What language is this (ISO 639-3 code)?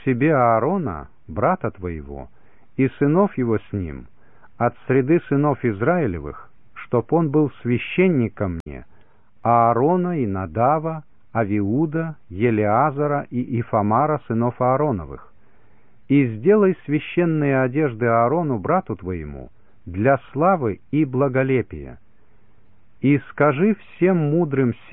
rus